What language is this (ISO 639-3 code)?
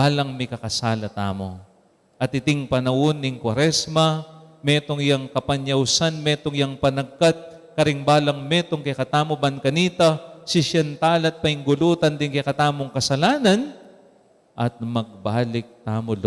pam